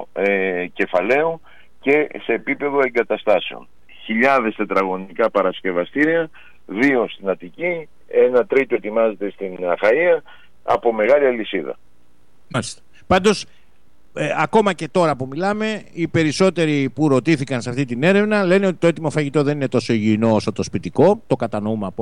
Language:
Greek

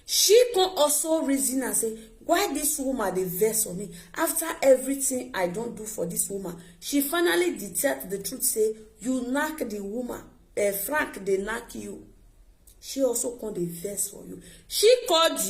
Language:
Nigerian Pidgin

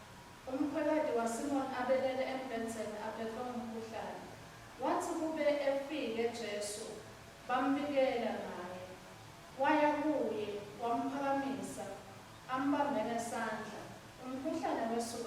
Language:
Swati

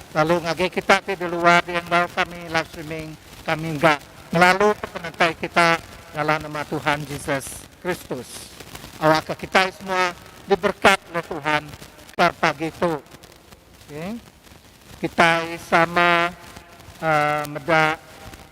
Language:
Iban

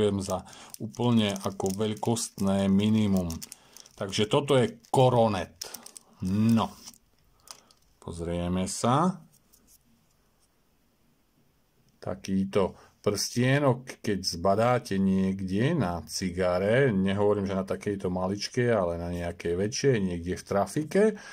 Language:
Slovak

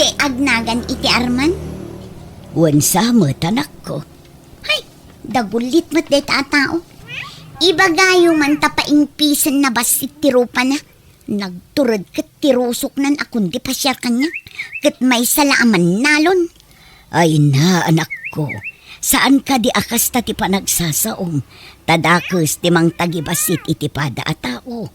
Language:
Iloko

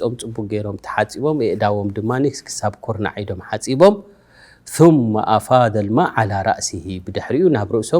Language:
Tigrinya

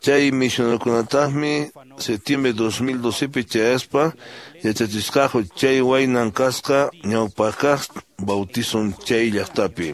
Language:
Quechua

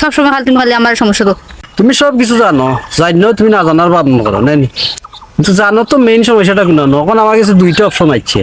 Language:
Sylheti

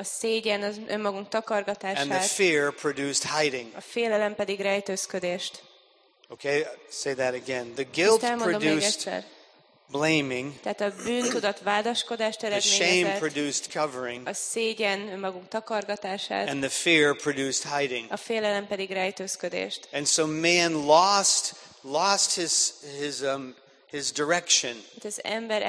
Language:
Hungarian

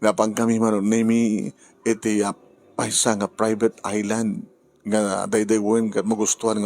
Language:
Iloko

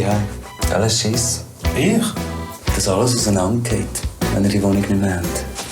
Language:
Swiss German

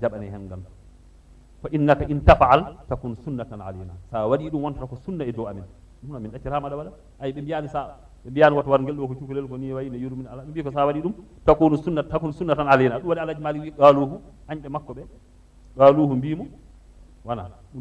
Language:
Fula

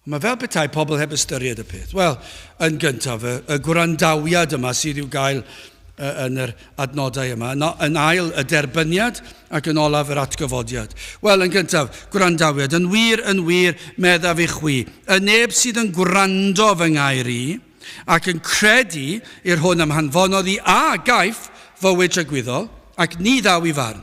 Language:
Welsh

